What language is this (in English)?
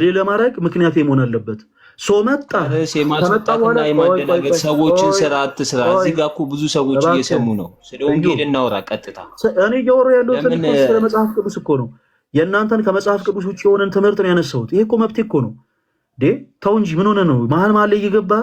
Amharic